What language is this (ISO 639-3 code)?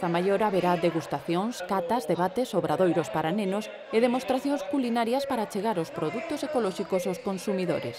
glg